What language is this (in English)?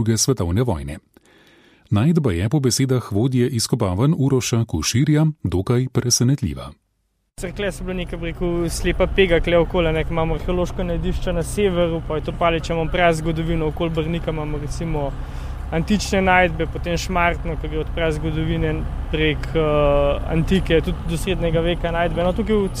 Slovenian